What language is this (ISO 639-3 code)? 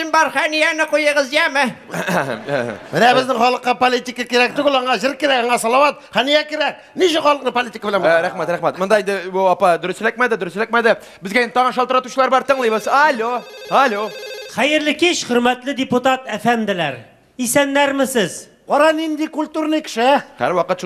tat